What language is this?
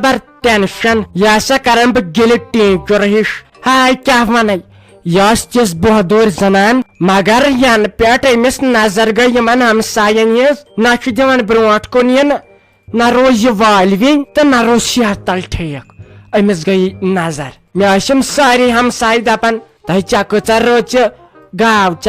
Kashmiri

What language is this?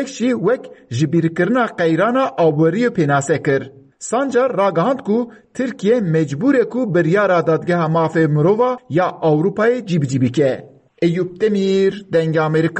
Kurdish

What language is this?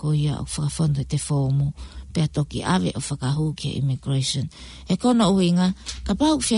Tongan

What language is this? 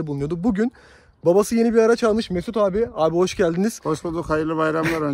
Turkish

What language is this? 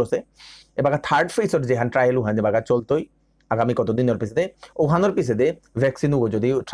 Bishnupriya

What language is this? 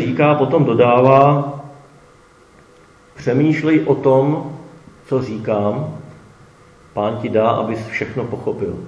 Czech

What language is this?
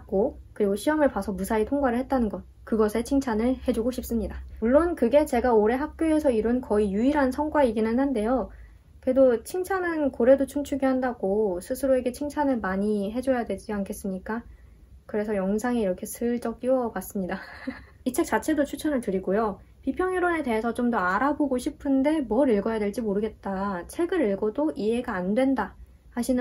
Korean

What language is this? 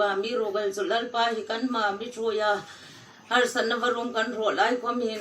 Hmar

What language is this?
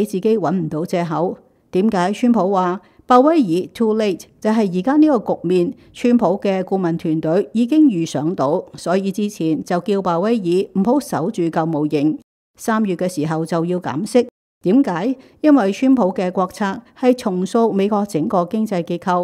Cantonese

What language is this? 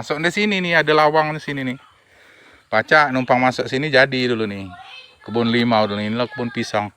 Musi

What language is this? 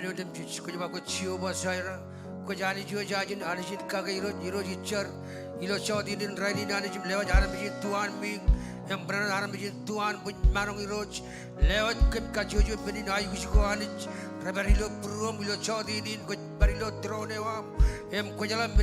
Marshallese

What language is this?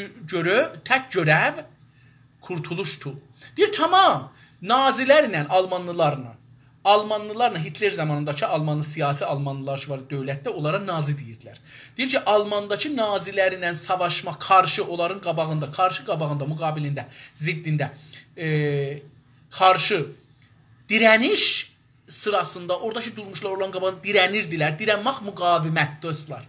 South Azerbaijani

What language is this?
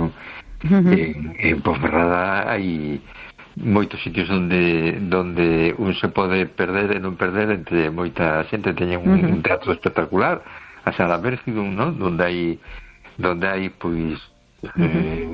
Galician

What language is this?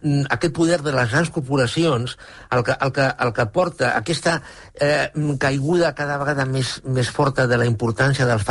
Catalan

